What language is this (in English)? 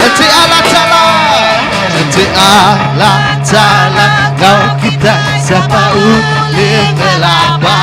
Iban